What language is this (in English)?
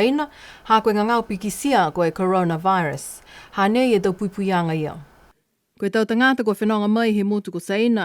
Niuean